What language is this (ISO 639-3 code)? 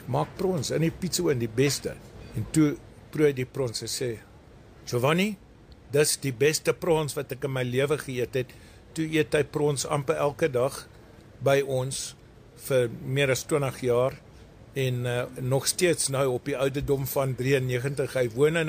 afr